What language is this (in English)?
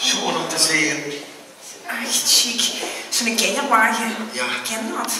Limburgish